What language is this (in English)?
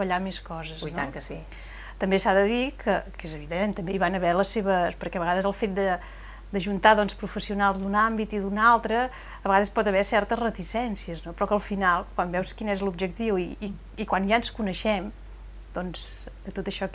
Catalan